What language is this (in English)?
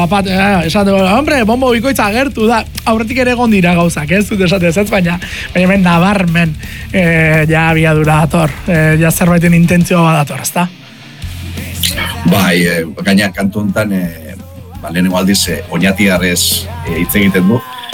Basque